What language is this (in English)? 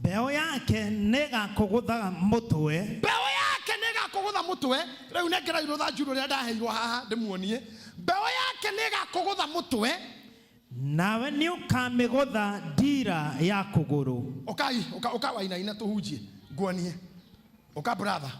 Kikuyu